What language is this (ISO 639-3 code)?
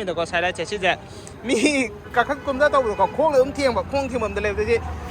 mni